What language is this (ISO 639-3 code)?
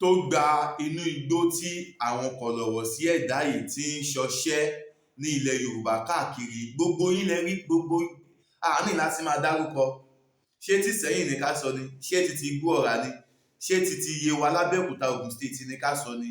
yor